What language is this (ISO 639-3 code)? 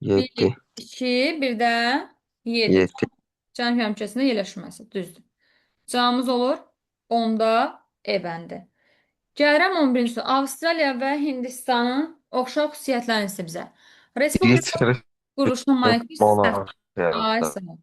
aze